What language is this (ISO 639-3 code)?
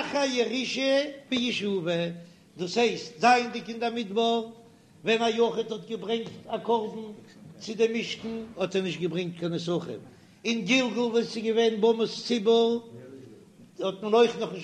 yid